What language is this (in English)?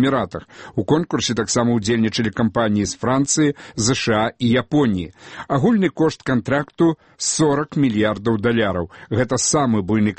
Belarusian